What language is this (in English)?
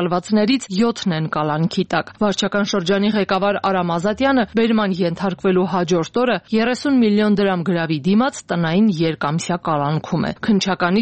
Armenian